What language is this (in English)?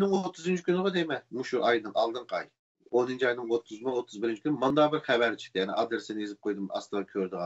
Uyghur